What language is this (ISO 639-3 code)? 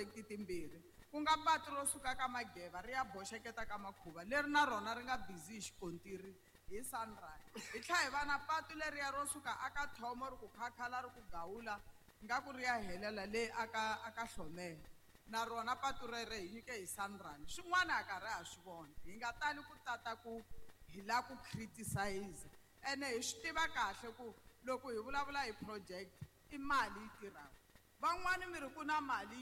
tso